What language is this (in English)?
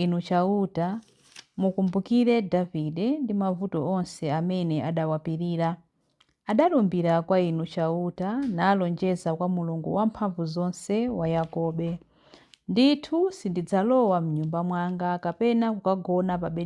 Nyanja